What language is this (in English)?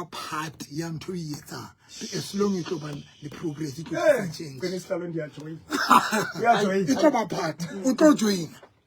Southern Sotho